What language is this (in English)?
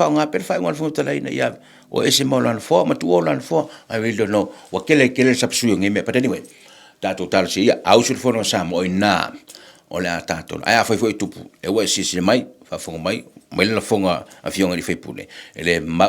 Samoan